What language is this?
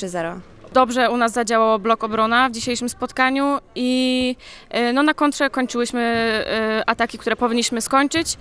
Polish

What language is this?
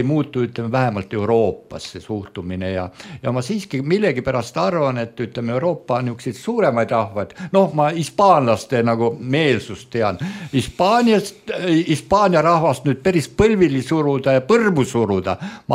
Estonian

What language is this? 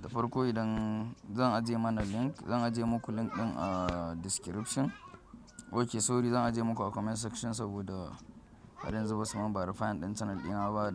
Hausa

